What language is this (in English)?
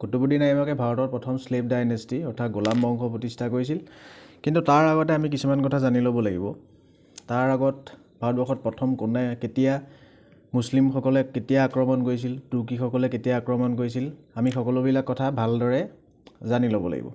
Assamese